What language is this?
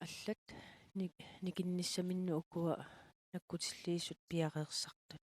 Kalaallisut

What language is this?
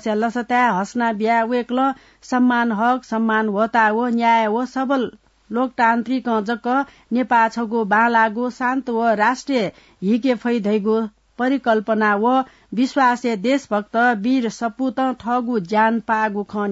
Newari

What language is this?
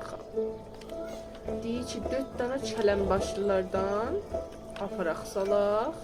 South Azerbaijani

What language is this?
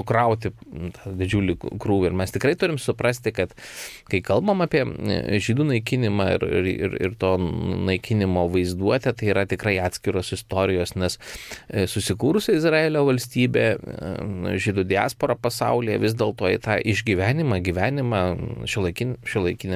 Lithuanian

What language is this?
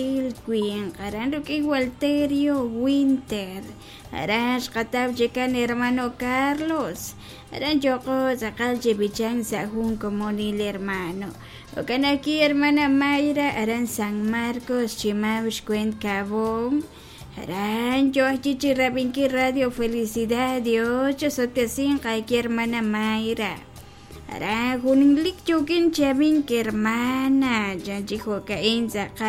Kekchí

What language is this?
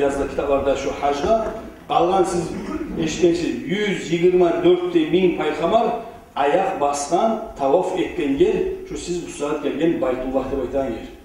Kumyk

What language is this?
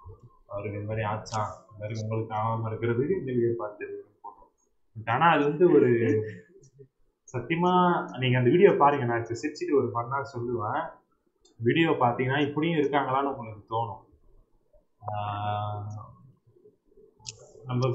Tamil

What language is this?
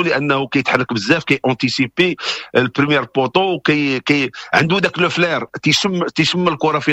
Moroccan Arabic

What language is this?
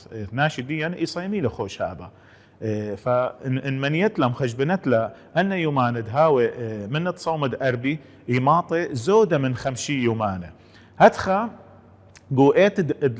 Assyrian Neo-Aramaic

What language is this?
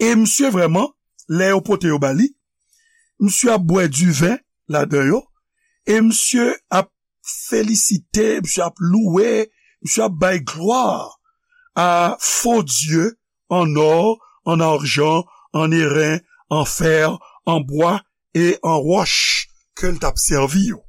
Haitian Creole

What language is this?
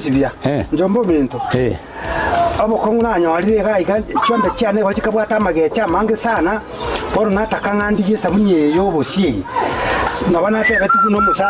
Gusii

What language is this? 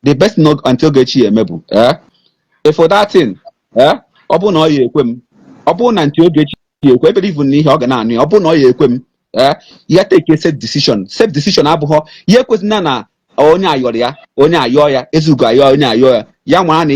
Igbo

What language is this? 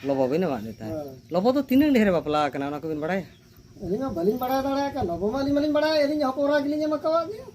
Santali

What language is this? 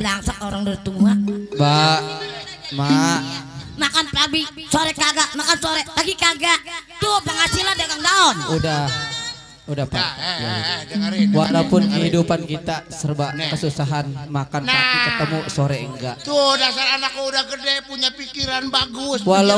Betawi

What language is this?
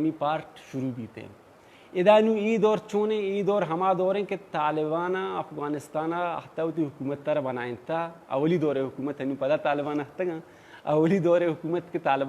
Baluchi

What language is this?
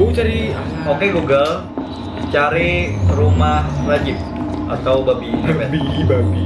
Banjar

